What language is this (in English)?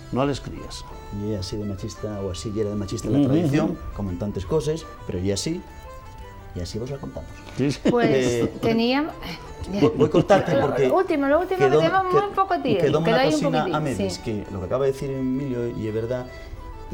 Asturian